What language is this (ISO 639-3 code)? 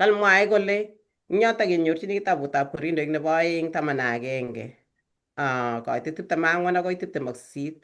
kln